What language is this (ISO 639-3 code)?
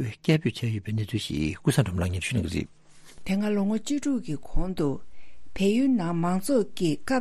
bod